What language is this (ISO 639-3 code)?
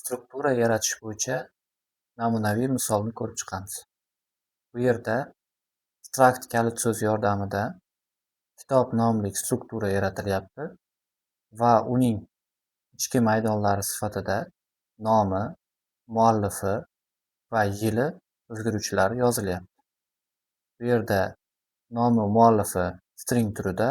uzb